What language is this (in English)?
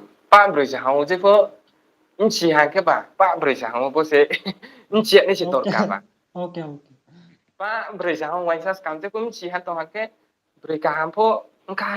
Riang (India)